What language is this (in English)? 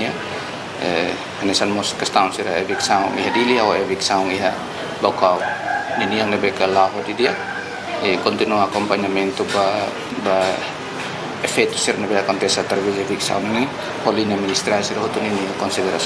Tetum